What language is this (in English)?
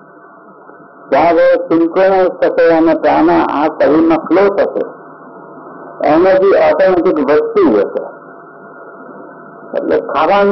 Gujarati